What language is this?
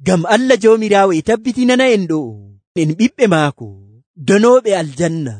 Nigerian Fulfulde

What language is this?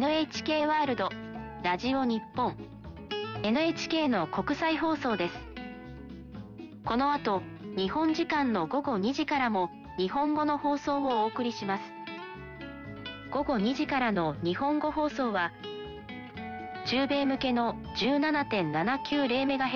Japanese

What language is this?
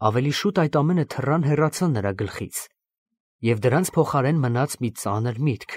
Armenian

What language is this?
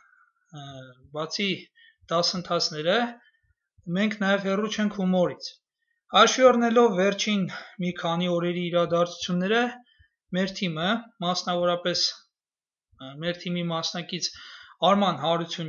Armenian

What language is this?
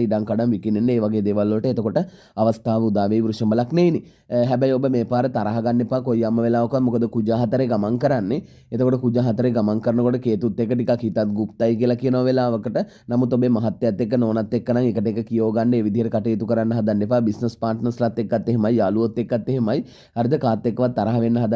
Sinhala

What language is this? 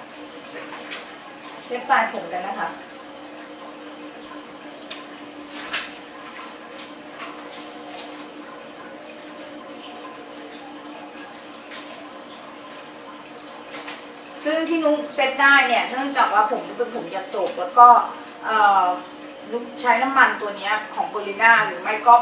Thai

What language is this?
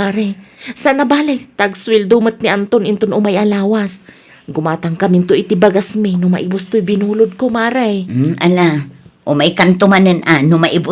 Iloko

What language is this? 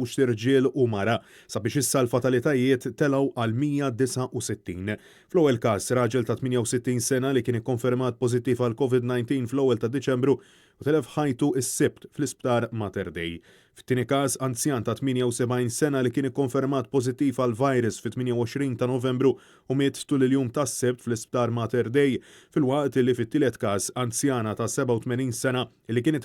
Maltese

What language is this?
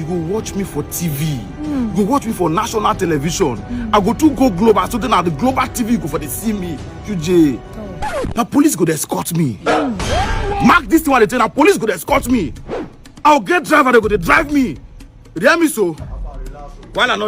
Nigerian Pidgin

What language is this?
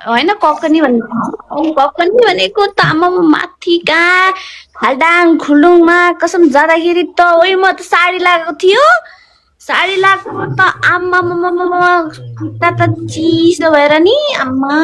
Nepali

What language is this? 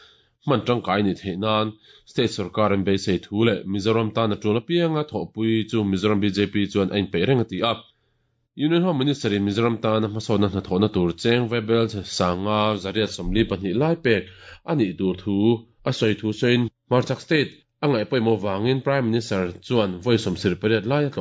Mizo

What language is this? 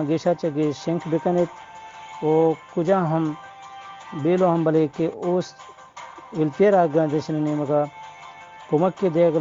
Baluchi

